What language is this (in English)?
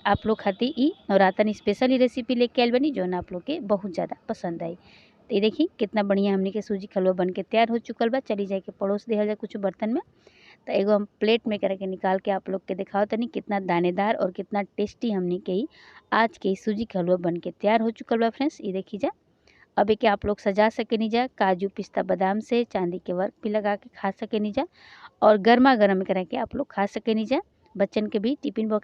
Bhojpuri